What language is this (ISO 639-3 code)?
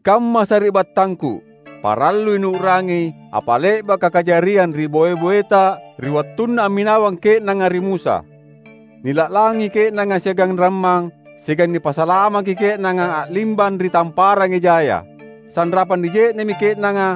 mak